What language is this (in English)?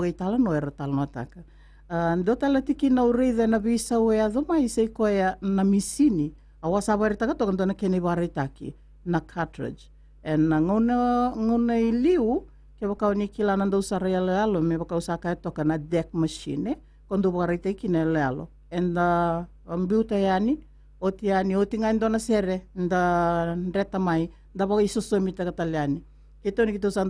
Fijian